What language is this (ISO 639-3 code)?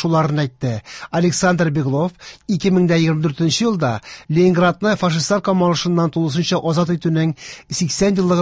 tat